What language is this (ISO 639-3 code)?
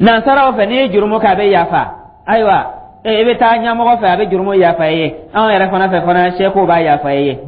dyu